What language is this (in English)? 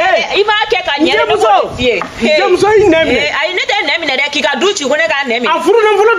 Bambara